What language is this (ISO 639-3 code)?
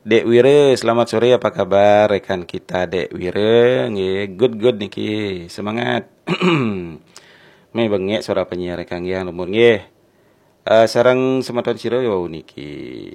ban